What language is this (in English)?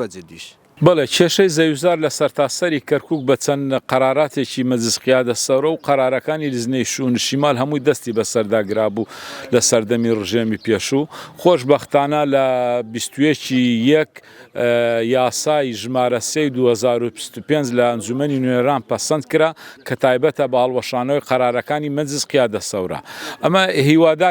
Central Kurdish